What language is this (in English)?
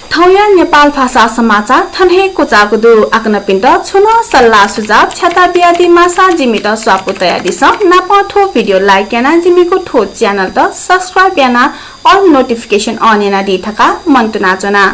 Newari